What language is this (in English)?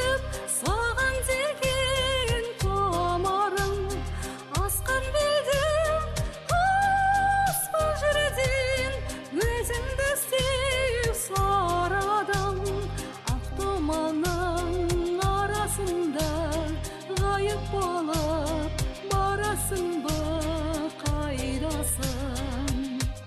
Kazakh